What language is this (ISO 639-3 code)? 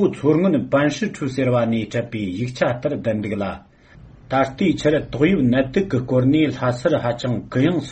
bod